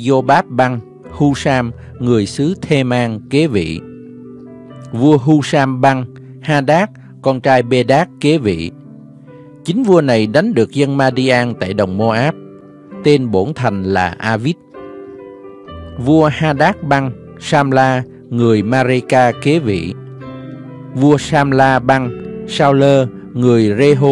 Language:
Vietnamese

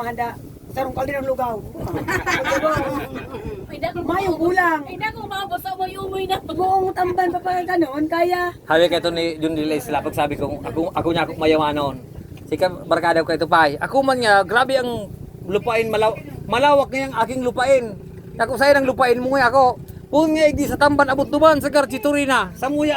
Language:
Bikol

